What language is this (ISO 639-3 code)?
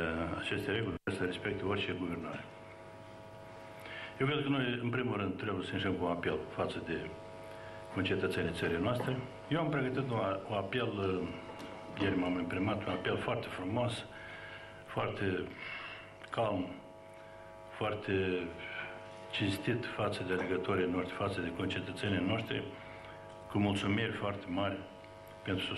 ron